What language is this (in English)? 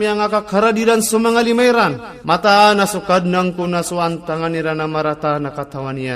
Maranao